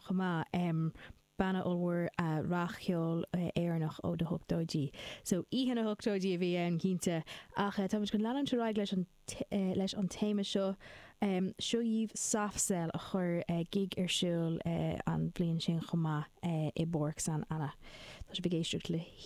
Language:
Irish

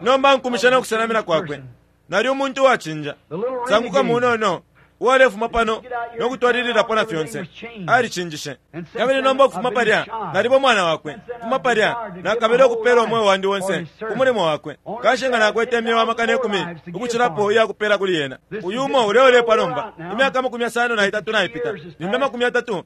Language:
Bemba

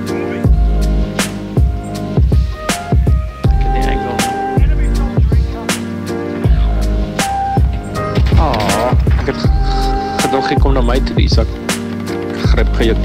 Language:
Afrikaans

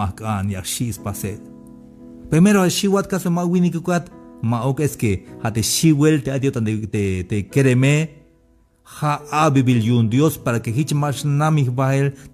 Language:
Tzeltal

